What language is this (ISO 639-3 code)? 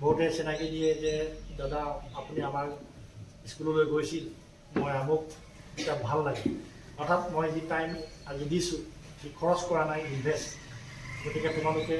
asm